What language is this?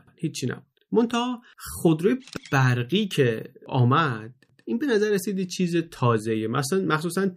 Persian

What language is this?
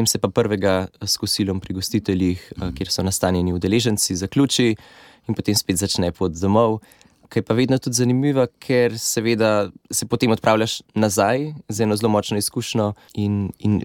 Slovenian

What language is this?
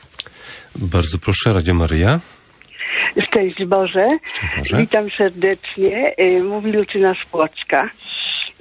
Polish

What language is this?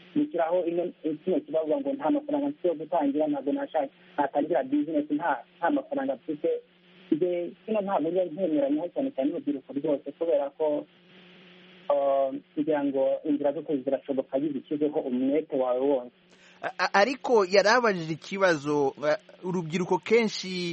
Kinyarwanda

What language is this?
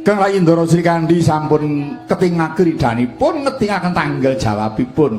Javanese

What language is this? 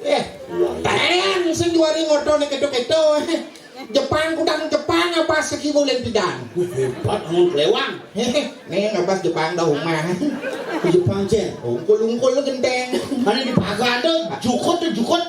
Balinese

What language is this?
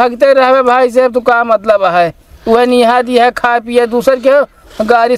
Awadhi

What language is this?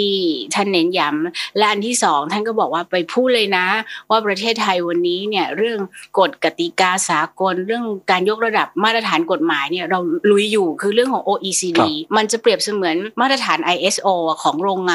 Thai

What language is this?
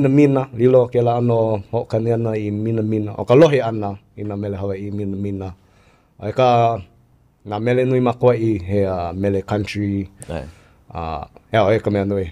Hawaiian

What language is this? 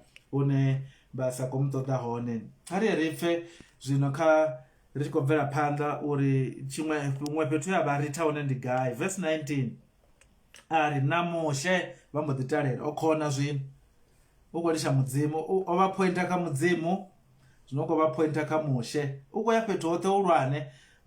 Venda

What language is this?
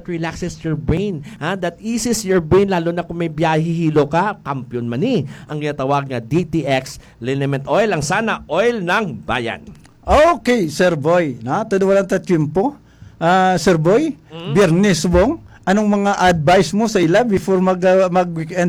Hiligaynon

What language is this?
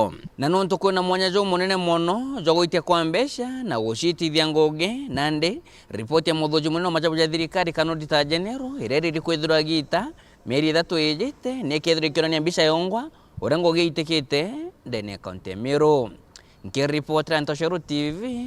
Meru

